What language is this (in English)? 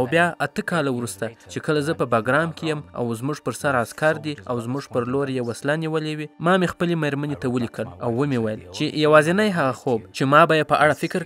Pashto